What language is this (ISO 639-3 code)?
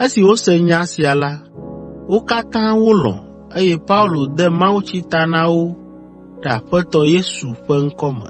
ewe